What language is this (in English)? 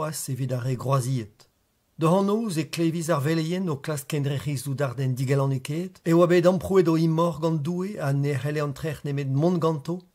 Breton